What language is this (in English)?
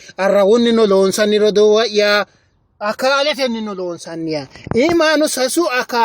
Sidamo